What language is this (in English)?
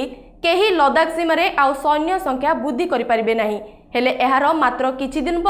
Odia